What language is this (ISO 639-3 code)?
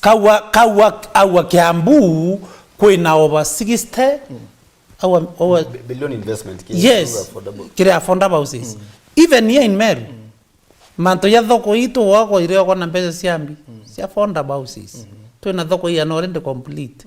mer